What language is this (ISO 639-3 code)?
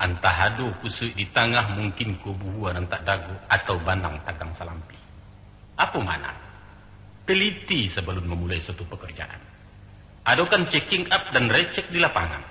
min